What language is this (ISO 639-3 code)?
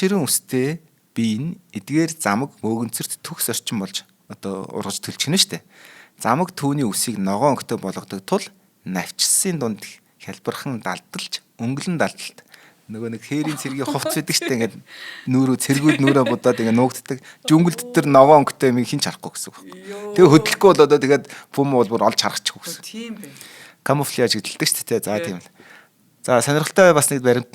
mon